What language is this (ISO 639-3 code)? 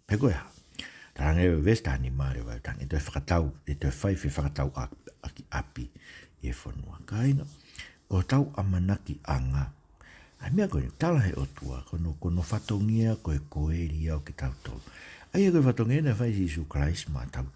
ton